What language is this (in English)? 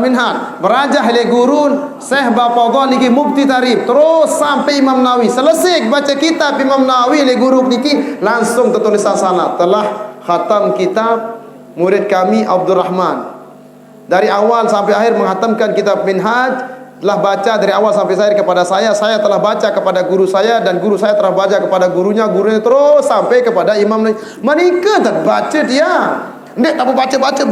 Sasak